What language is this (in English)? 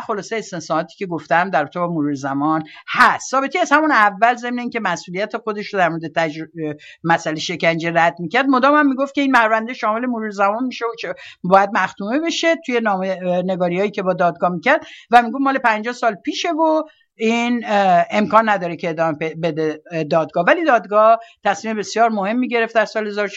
Persian